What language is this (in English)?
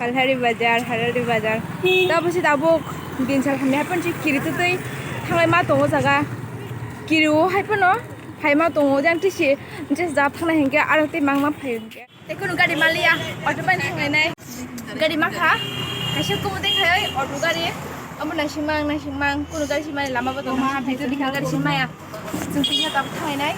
Kok Borok